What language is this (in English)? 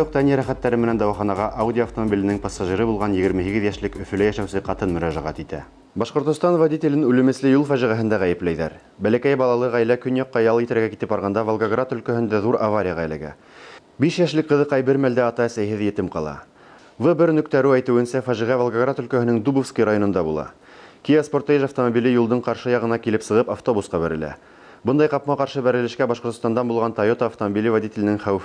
Bashkir